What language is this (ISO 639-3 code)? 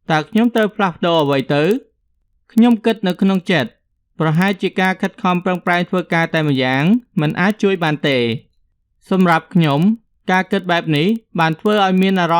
khm